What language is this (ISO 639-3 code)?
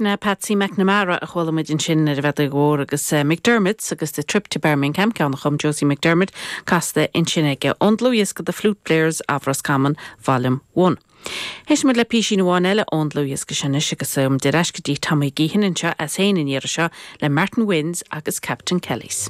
gle